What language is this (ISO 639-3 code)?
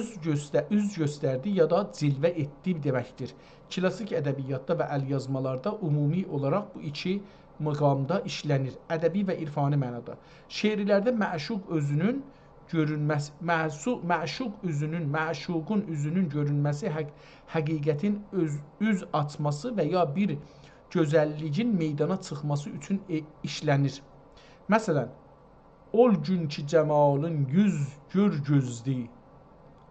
azb